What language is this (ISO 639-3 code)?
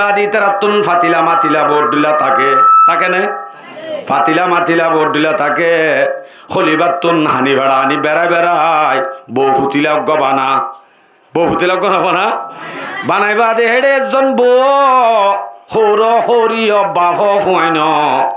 rhg